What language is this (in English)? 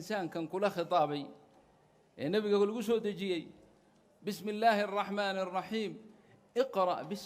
Somali